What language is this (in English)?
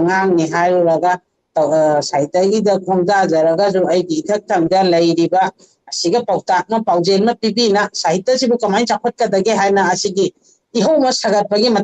Manipuri